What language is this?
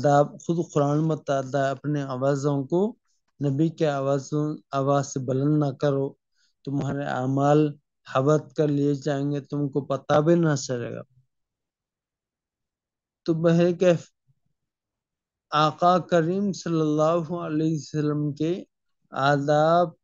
Urdu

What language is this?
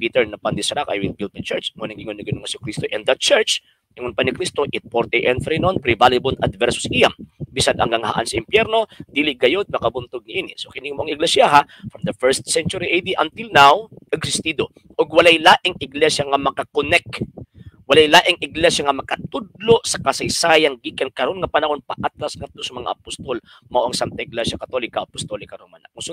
Cebuano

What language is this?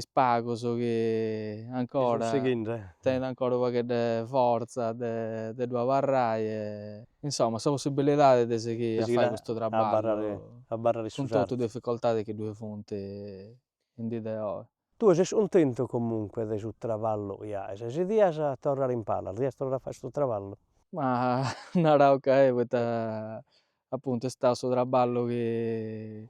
Sardinian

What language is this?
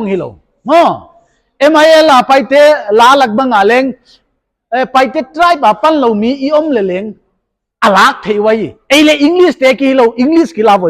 Paite Chin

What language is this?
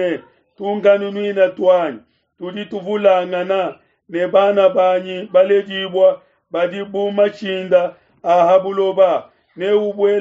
Luba-Lulua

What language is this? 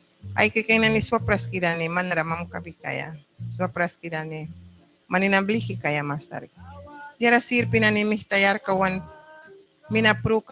Mískito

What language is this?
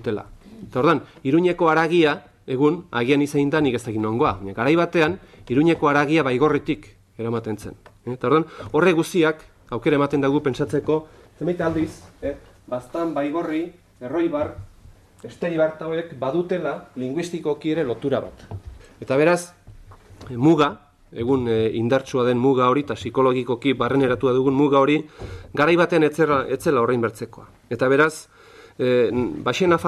Basque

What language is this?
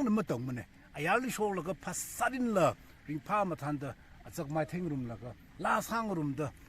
Tangkhul Naga (India)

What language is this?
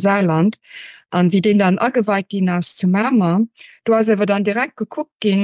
Luxembourgish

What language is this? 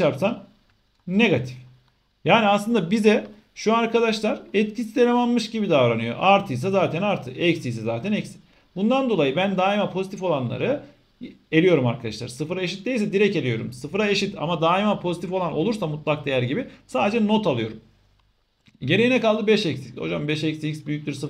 Turkish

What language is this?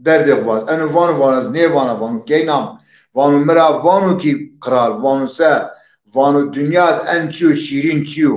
Zaza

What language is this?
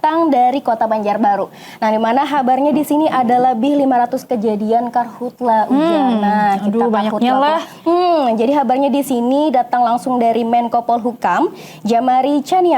Banjar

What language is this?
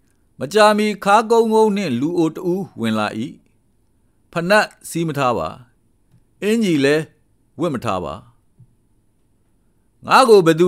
Burmese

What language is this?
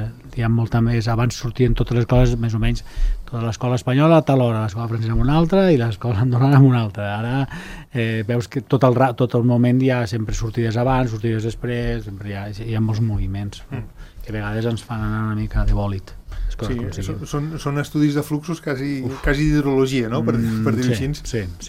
Catalan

